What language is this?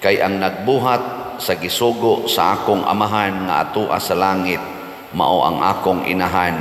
Cebuano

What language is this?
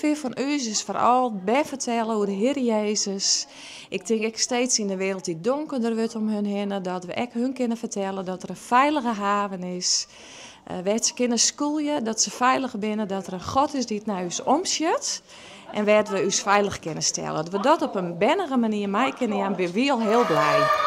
Western Frisian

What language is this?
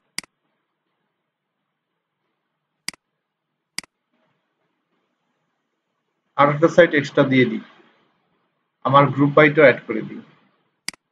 Bangla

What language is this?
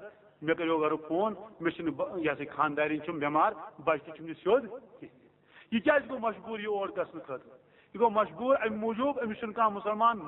Kashmiri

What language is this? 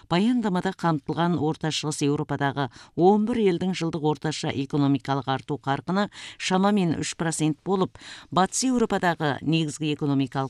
Kazakh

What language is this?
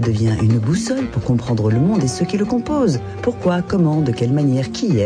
French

